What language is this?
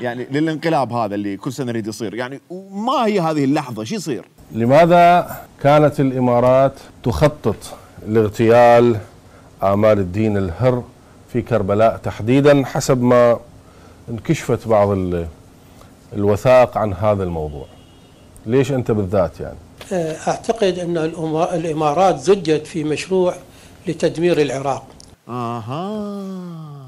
Mesopotamian Arabic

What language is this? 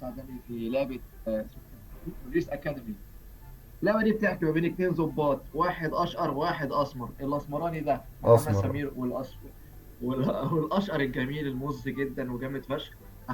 Egyptian Arabic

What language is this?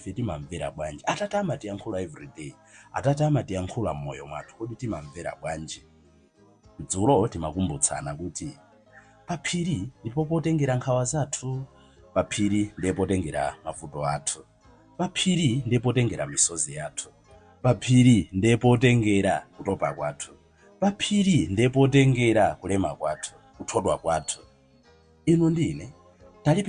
Nyanja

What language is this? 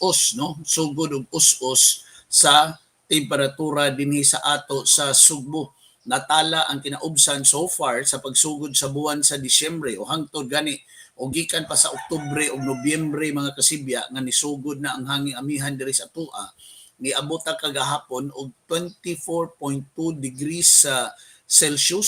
Cebuano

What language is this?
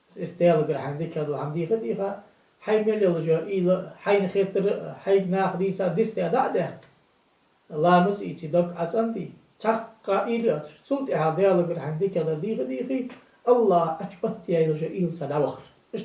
Ingush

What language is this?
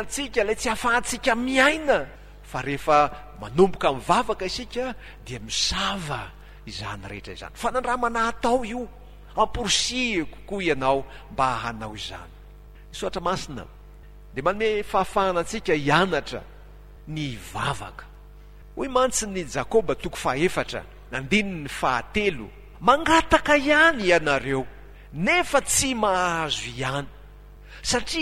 Malagasy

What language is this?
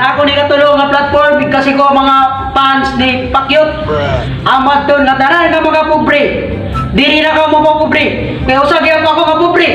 Waray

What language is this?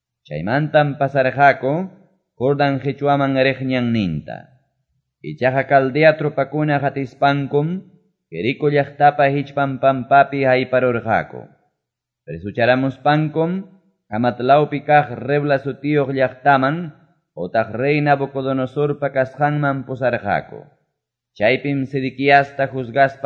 Quechua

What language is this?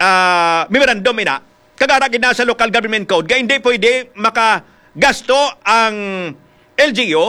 Hiligaynon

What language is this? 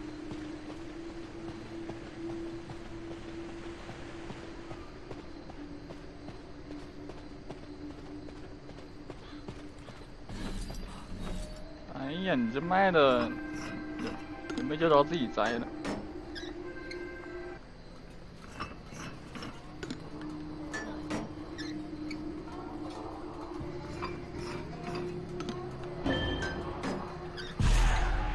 Chinese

